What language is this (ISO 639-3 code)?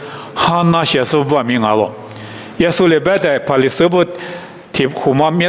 lis